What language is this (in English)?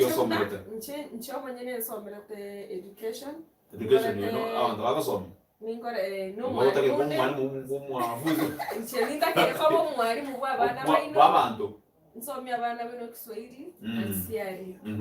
Gusii